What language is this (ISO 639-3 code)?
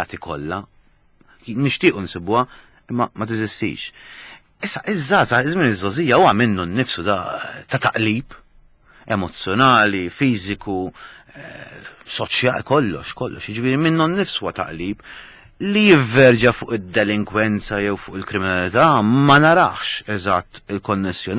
mlt